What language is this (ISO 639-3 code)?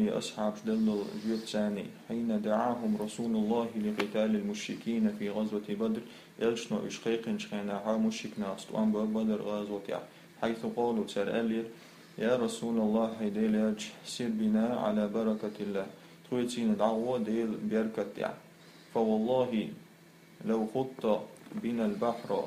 che